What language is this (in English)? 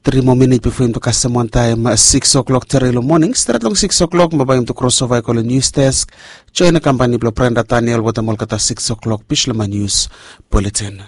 Bislama